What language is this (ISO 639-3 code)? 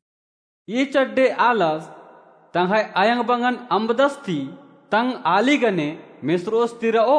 kru